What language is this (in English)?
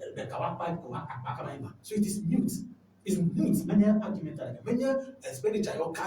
Ewe